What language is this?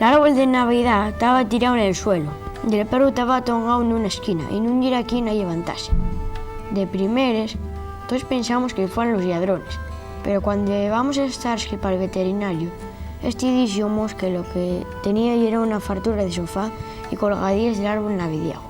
Asturian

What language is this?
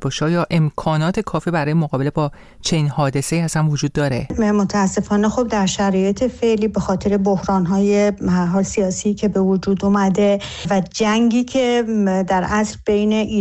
Persian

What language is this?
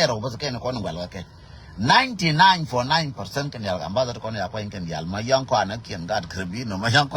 Nuer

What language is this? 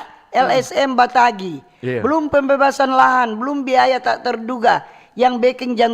Manado Malay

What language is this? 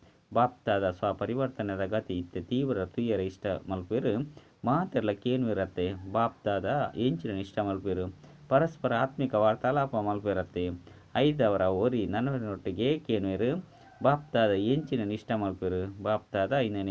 Tulu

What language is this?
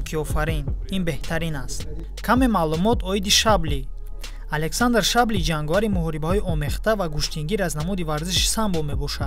Tajik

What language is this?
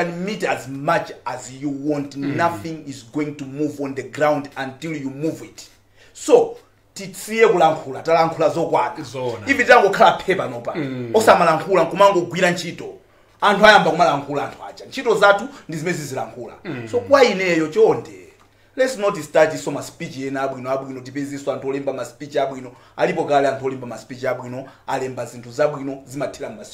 Nyanja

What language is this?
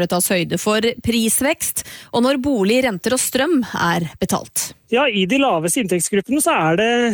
Norwegian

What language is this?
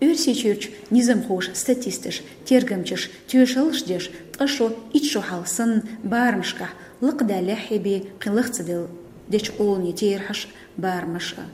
Chechen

